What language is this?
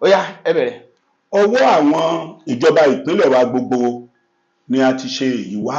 Yoruba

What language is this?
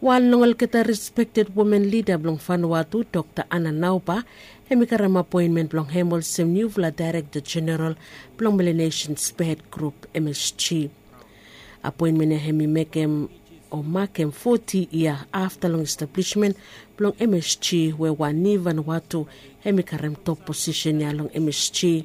Bislama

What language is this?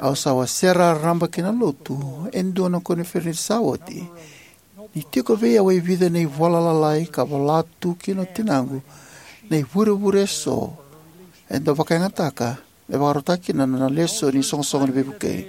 Fijian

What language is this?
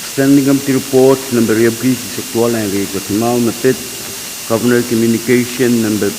Pohnpeian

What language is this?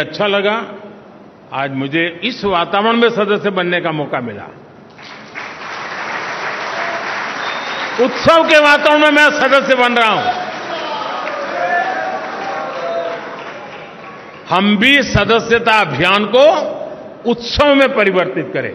Hindi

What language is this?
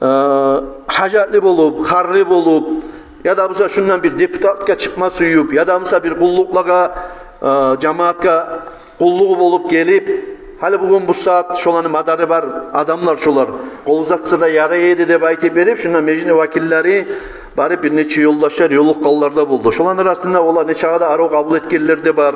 Kumyk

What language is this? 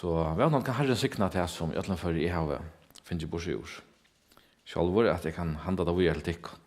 Faroese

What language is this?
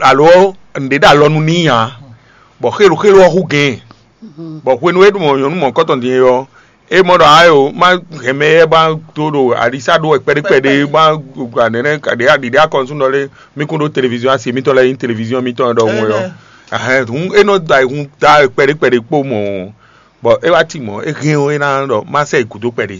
Fon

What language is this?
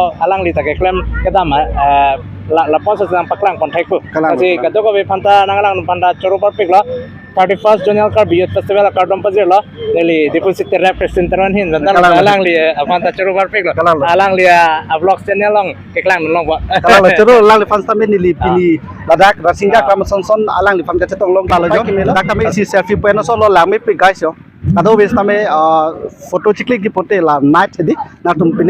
Karbi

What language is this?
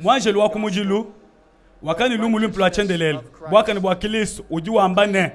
Luba-Lulua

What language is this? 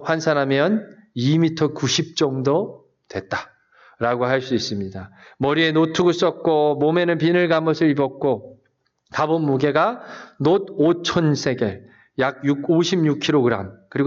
Korean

